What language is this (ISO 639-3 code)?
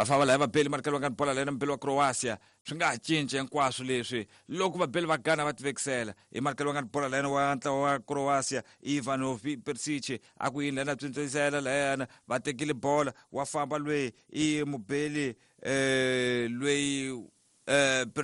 tso